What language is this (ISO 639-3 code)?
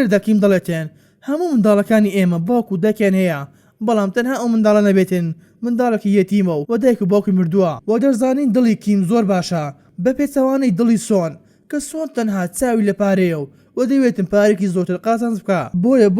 ckb